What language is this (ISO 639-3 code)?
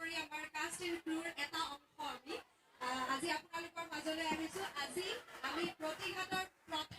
asm